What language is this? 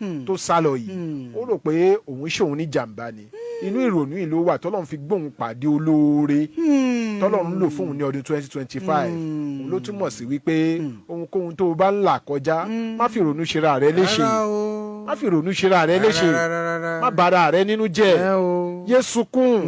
Yoruba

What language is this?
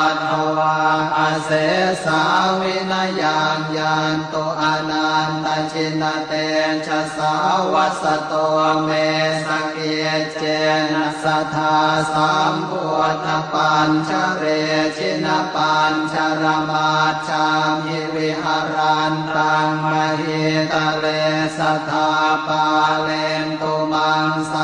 Pali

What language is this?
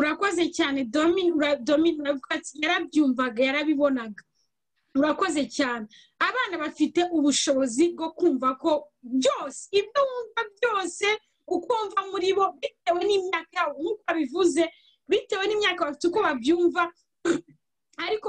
Kinyarwanda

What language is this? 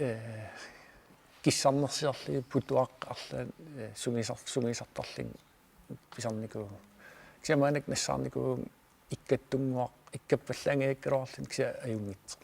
Kalaallisut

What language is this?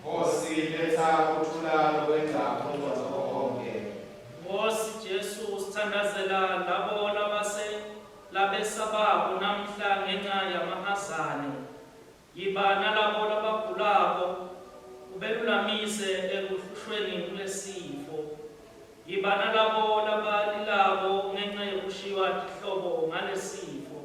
Swati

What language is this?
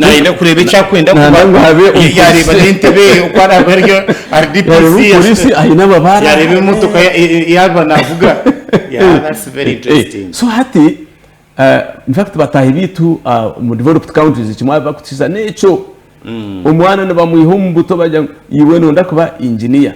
Nyankole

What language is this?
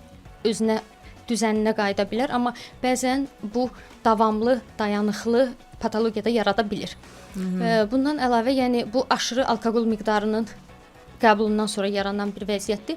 Azerbaijani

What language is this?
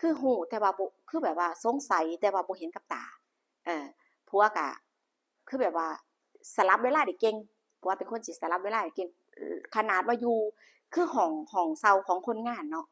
Lao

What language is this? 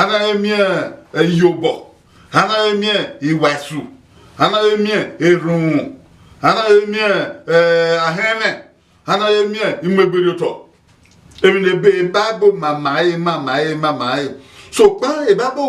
Bini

